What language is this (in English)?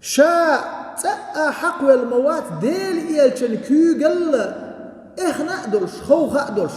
Chechen